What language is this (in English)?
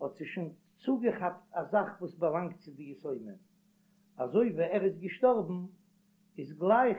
Yiddish